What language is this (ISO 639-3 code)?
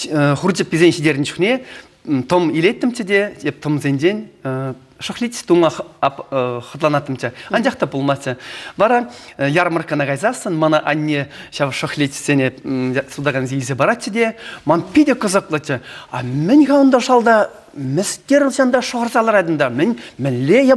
chv